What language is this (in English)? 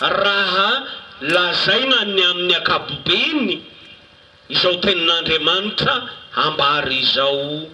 Malagasy